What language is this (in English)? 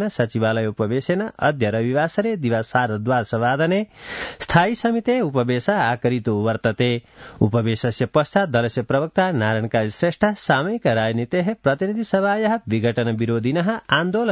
Sanskrit